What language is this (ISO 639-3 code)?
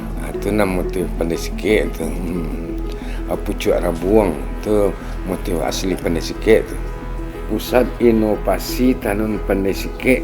min